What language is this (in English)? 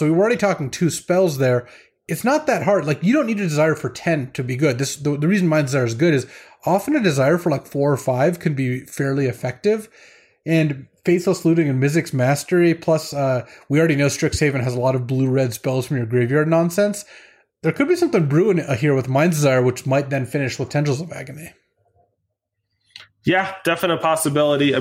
English